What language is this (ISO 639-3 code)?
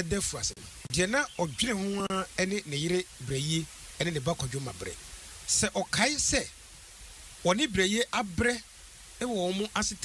aka